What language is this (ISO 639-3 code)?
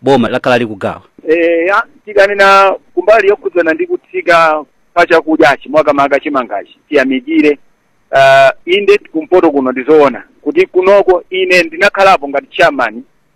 nya